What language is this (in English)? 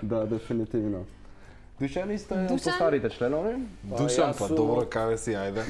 Macedonian